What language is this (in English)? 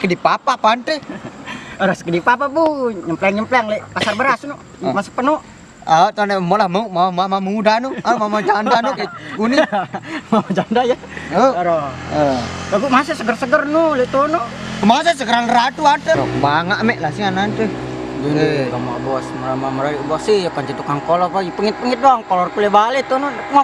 Sasak